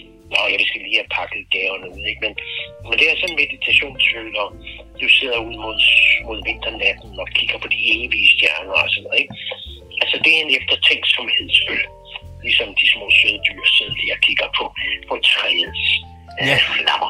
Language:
Danish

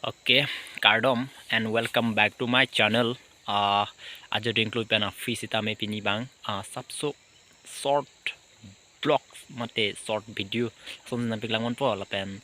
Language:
Karbi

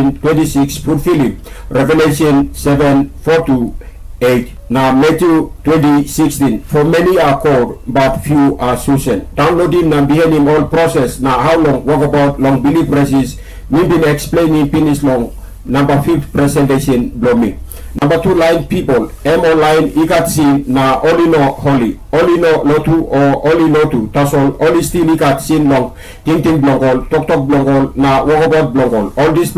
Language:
Tok Pisin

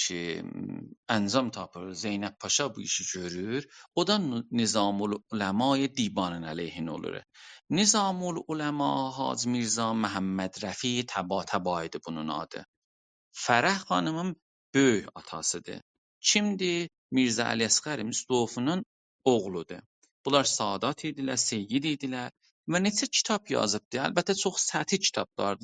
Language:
South Azerbaijani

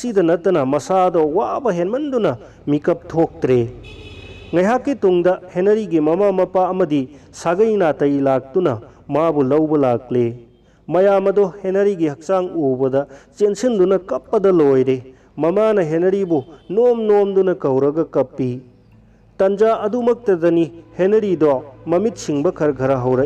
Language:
Manipuri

